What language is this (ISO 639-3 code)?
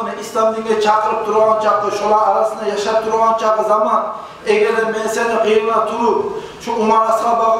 kum